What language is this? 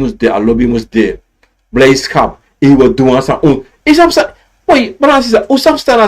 Sranan Tongo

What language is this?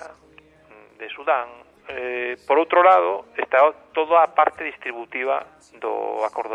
Galician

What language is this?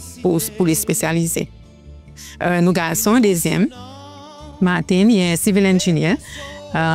Seselwa Creole French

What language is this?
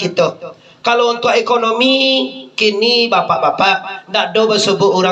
Minangkabau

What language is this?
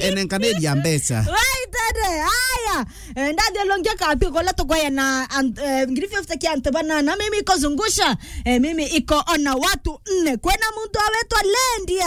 Meru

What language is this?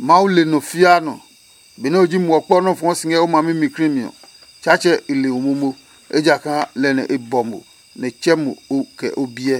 Adangme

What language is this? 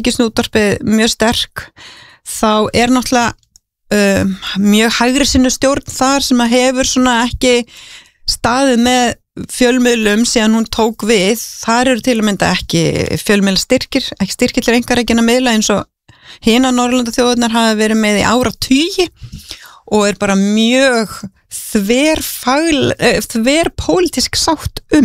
Icelandic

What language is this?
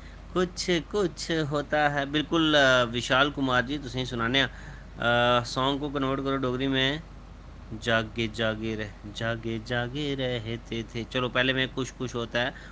Dogri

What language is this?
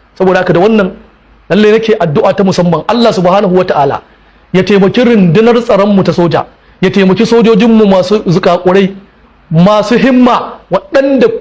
Hausa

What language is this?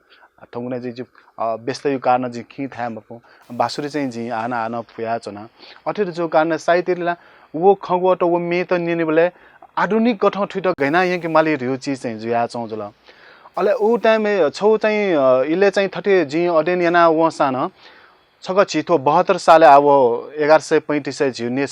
Newari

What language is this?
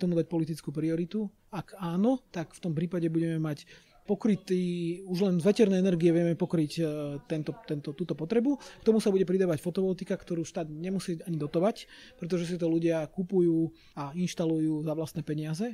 Slovak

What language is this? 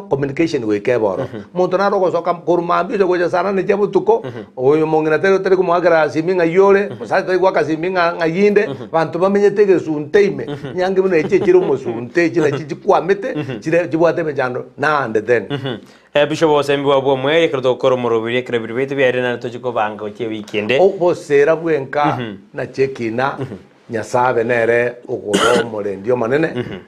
Gusii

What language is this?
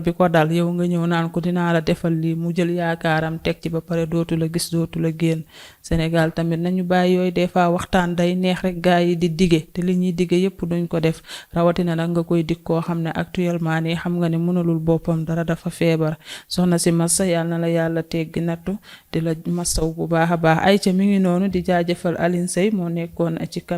Wolof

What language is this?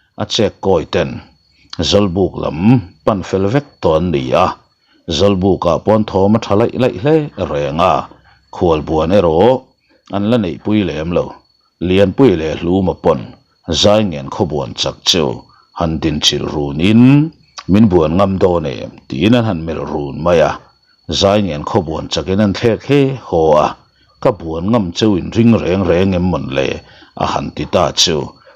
Mizo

